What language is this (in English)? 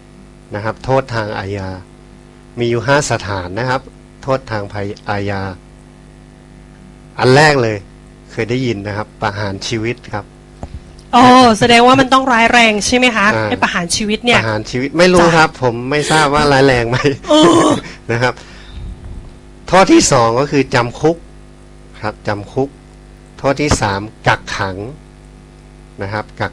Thai